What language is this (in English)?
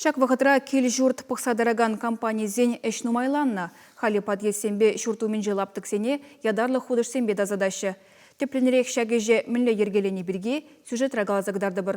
Chuvash